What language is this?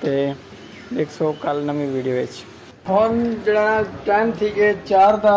Saraiki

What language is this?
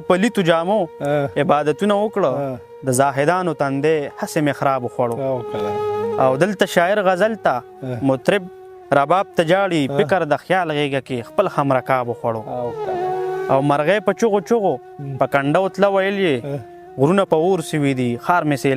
Pashto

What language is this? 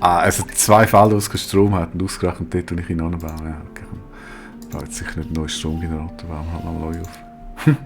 Swiss German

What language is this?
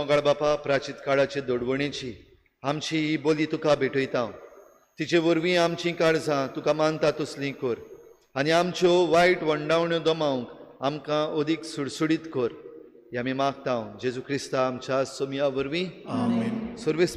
Konkani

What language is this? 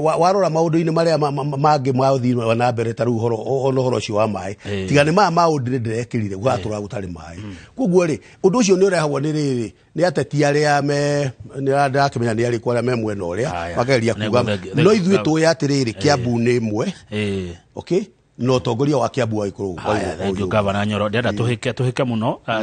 Kikuyu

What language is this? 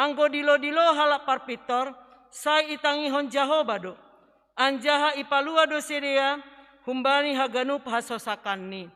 Batak Simalungun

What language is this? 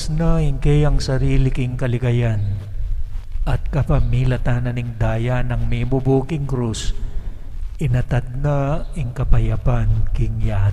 Pampanga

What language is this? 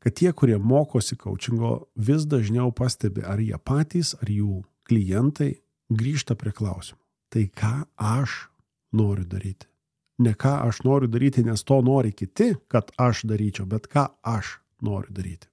Lithuanian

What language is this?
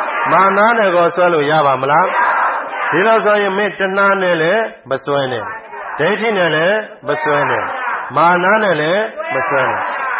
Burmese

